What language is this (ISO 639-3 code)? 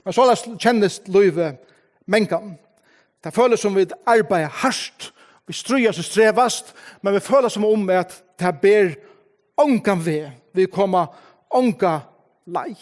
fao